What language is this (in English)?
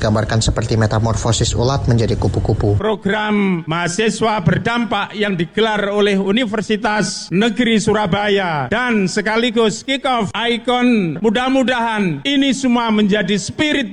Indonesian